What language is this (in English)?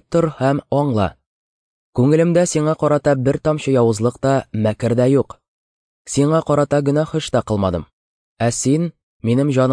Tatar